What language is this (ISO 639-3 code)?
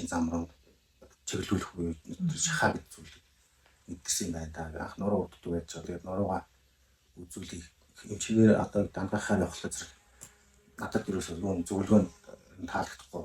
mon